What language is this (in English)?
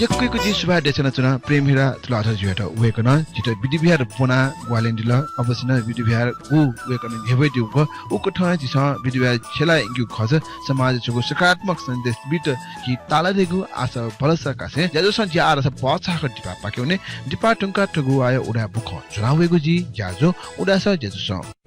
Newari